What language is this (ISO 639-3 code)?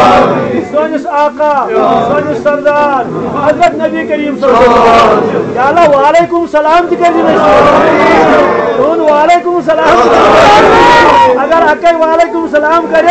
kas